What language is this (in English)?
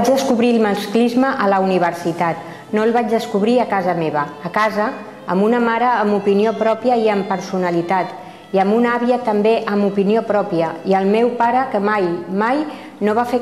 Catalan